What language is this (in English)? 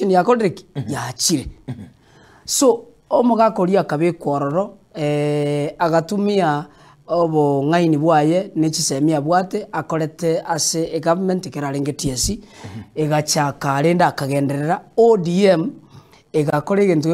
Gusii